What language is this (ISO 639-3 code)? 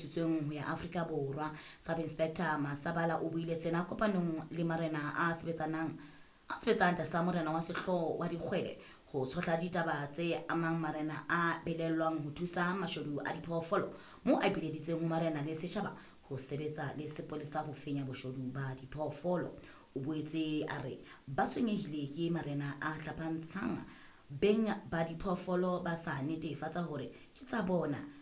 sot